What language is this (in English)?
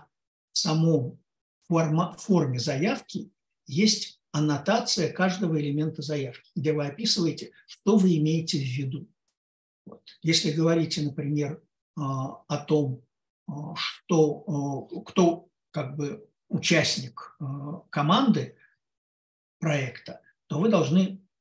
Russian